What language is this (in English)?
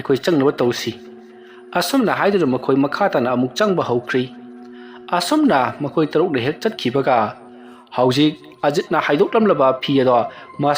Manipuri